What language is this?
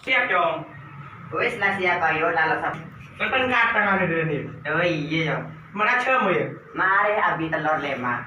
Madurese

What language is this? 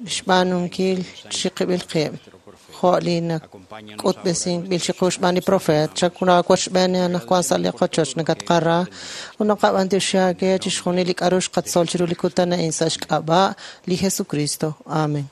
Kekchí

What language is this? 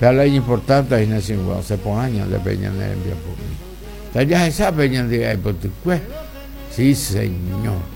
Guarani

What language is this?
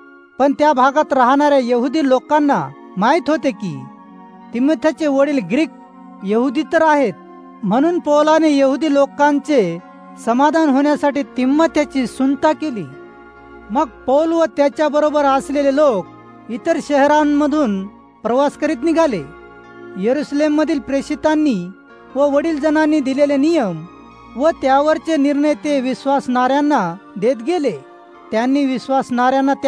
Marathi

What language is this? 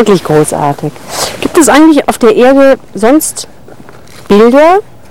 German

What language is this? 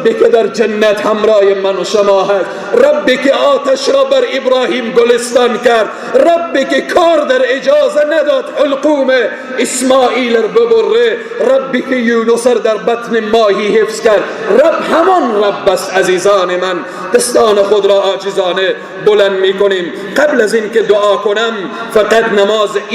Persian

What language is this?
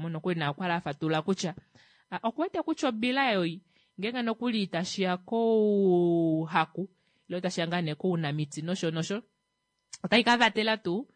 Kuanyama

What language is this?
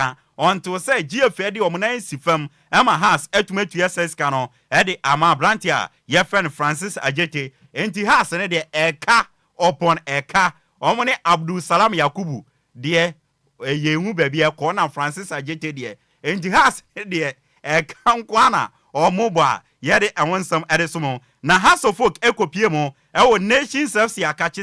Akan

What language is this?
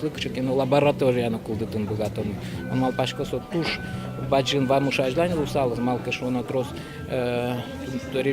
Udmurt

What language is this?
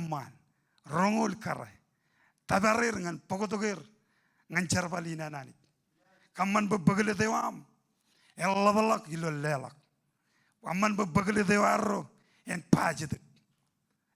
Marshallese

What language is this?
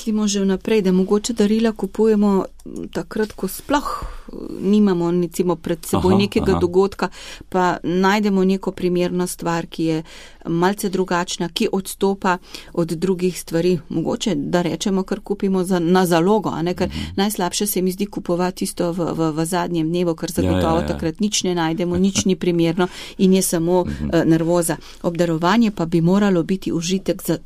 Slovenian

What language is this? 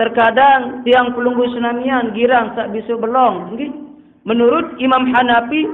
Sasak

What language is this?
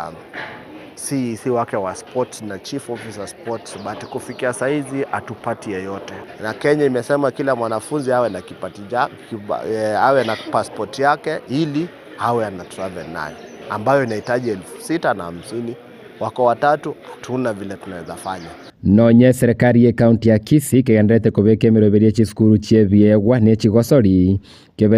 Gusii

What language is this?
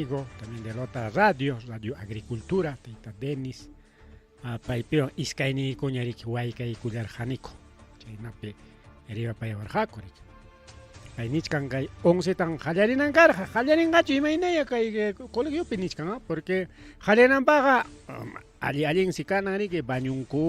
Ayacucho Quechua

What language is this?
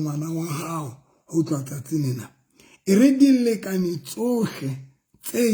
Southern Sotho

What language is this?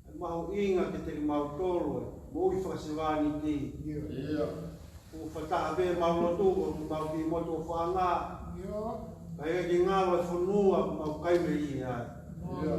Tongan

